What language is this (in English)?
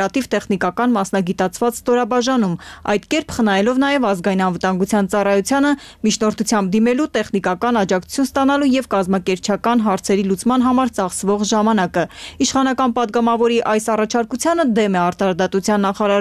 Armenian